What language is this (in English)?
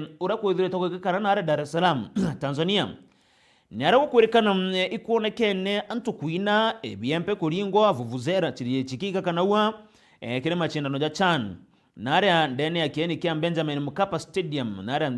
Meru